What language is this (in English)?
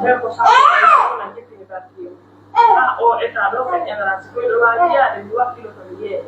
Pular